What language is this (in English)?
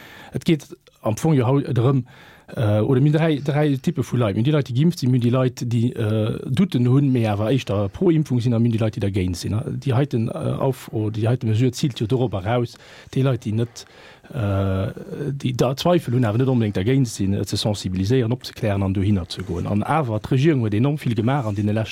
Luxembourgish